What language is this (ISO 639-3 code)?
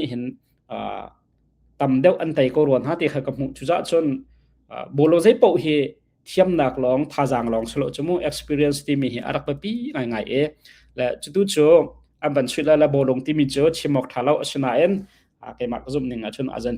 cnh